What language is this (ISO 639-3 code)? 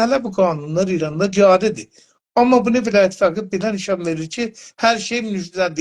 azb